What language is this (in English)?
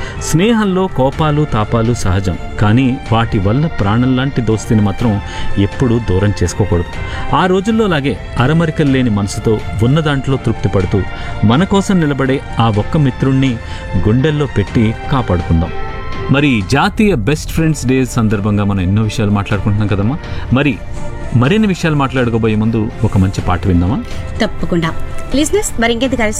Telugu